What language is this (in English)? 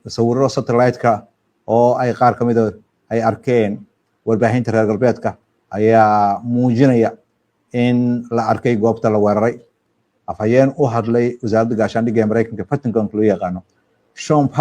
Somali